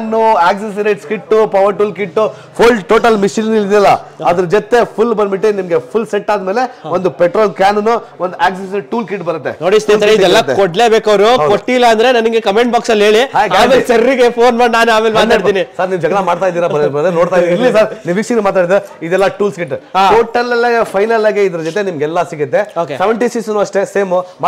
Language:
Kannada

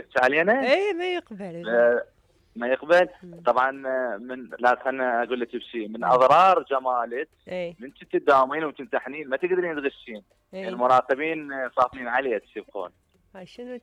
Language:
Mesopotamian Arabic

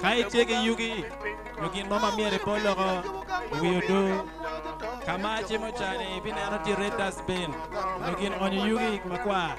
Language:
Acoli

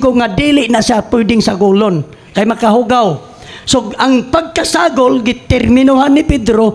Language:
Cebuano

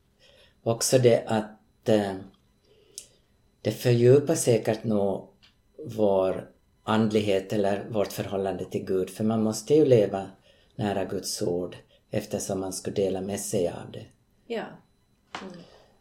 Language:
Swedish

